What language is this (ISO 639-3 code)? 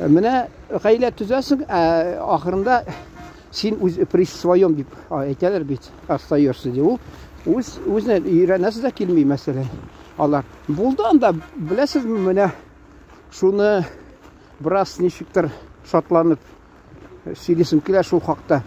tat